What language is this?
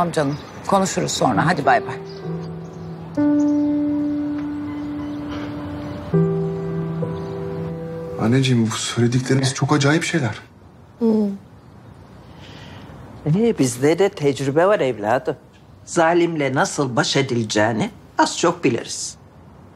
Turkish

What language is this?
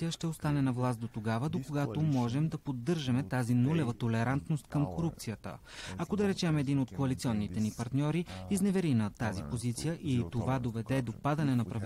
Bulgarian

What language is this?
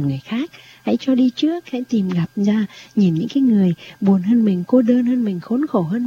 Vietnamese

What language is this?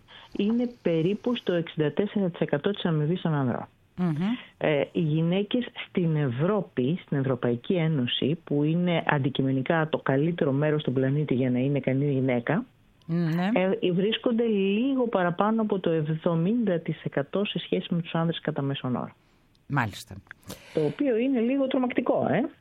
Greek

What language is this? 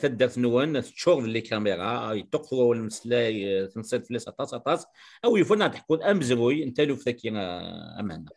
Kabyle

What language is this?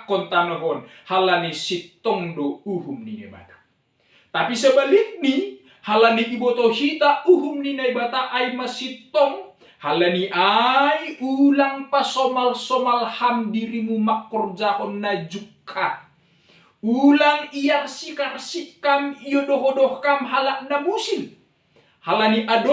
Batak Simalungun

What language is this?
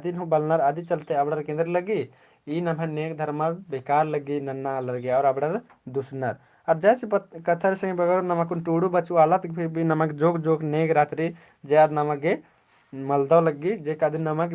Kurukh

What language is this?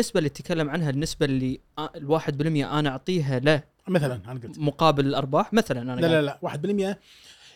Gulf Arabic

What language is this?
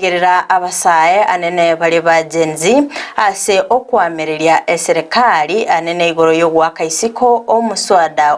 Gusii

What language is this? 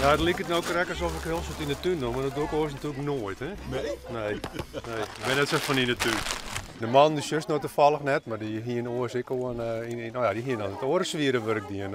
Western Frisian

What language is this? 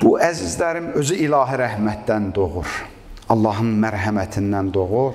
Azerbaijani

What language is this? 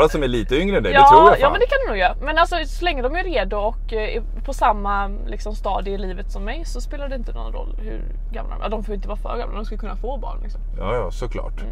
Swedish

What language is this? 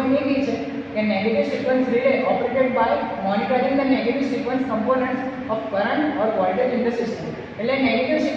Gujarati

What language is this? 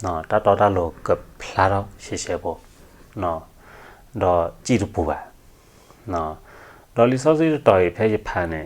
S'gaw Karen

